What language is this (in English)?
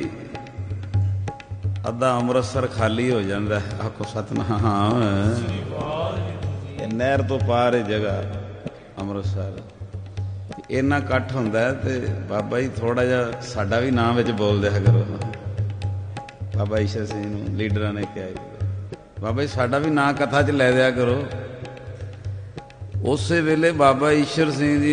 Punjabi